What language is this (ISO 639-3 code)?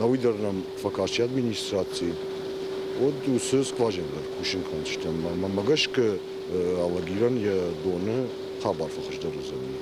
oss